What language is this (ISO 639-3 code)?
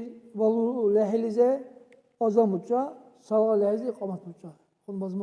dar